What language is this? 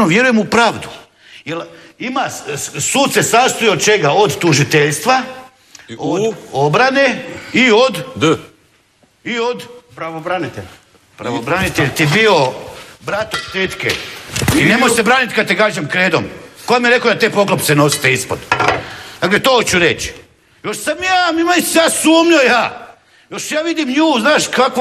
Croatian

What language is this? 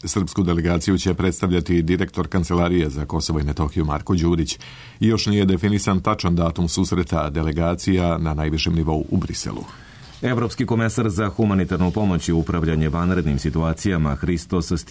Serbian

